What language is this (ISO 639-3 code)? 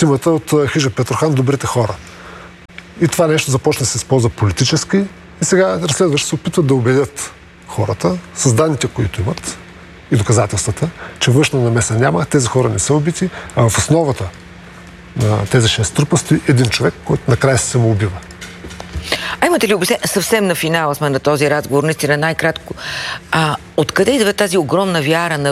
bul